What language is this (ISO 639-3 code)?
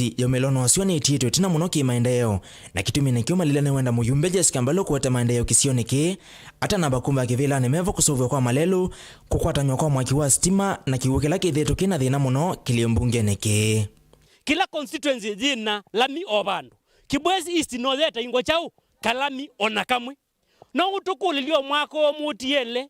kam